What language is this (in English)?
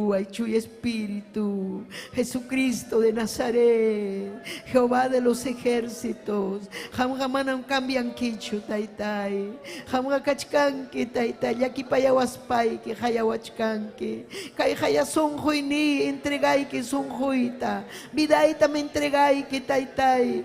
Ayacucho Quechua